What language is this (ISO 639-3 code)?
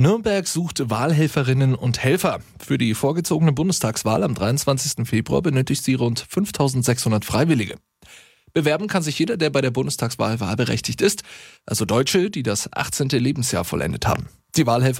deu